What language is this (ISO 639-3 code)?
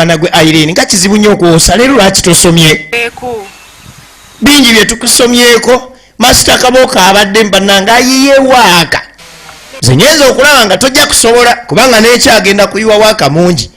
lug